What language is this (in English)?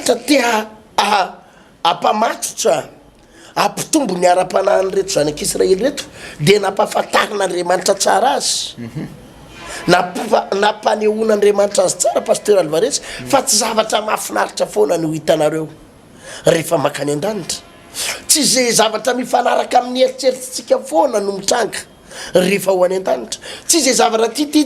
Malagasy